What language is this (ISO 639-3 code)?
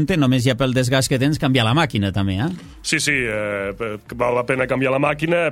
cat